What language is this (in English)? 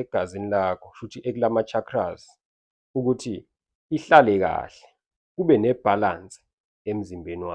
Zulu